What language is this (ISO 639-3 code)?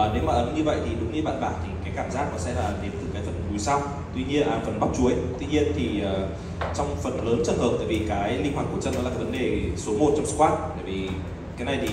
vie